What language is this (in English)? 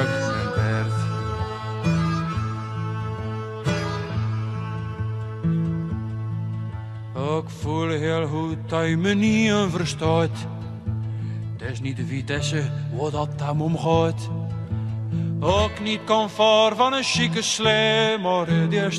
Dutch